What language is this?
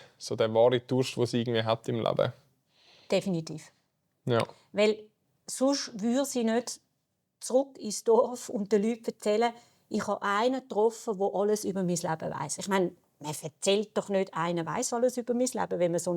Swiss German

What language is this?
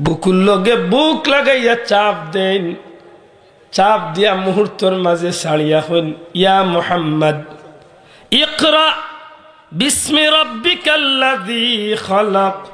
Sylheti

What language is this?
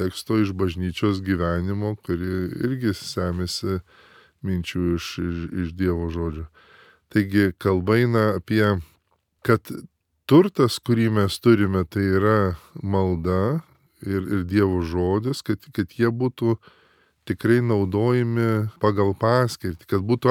Lithuanian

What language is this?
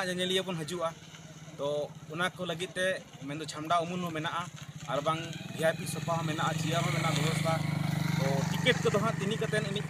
Santali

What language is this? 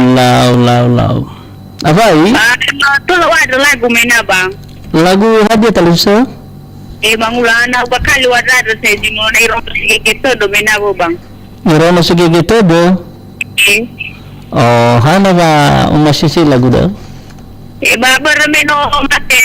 Nias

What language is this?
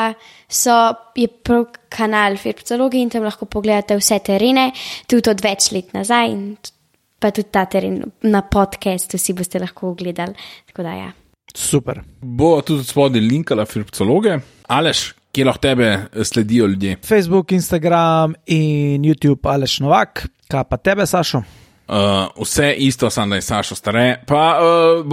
Slovenian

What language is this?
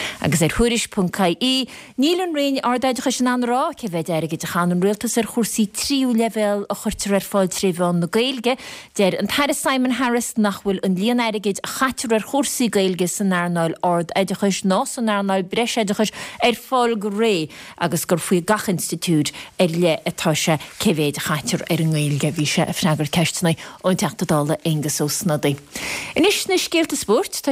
Irish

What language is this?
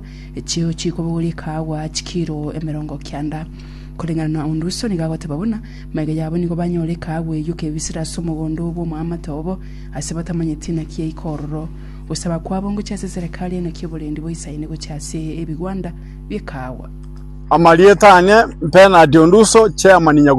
Gusii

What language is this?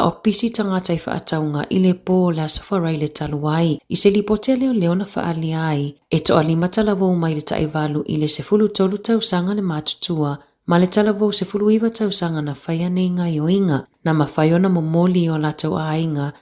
Samoan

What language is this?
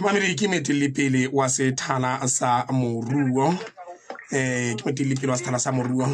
Southern Sotho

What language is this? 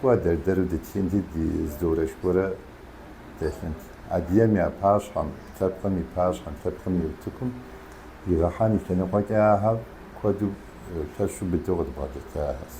Kabardian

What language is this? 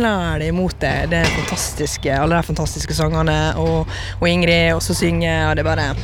Norwegian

